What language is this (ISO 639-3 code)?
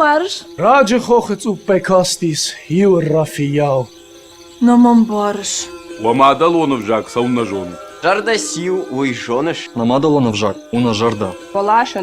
oss